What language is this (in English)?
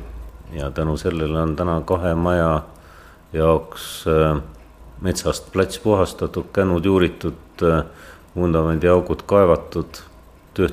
Estonian